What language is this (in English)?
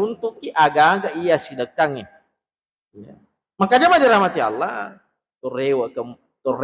Buginese